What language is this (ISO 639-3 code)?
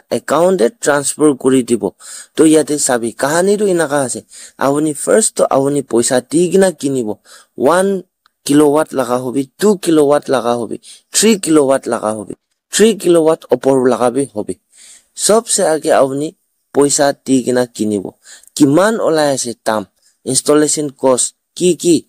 nag